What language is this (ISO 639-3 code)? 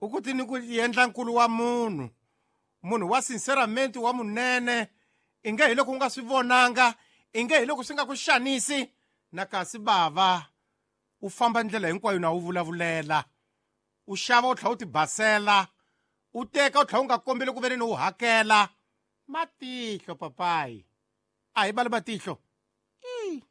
tso